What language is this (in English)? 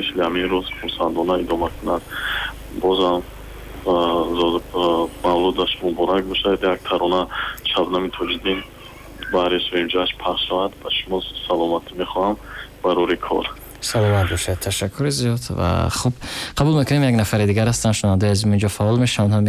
Tajik